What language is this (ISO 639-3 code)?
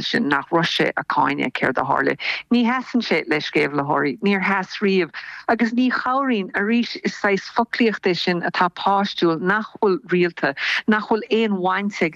gle